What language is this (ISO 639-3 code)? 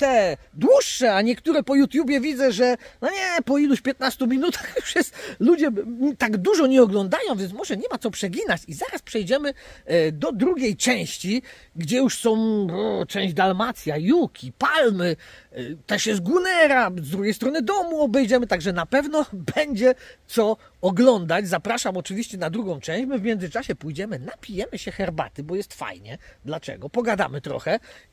pol